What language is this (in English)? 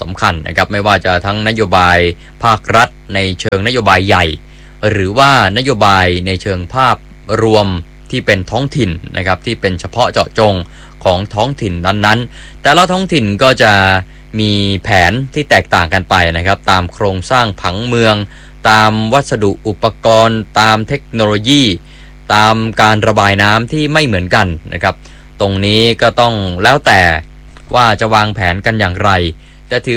Thai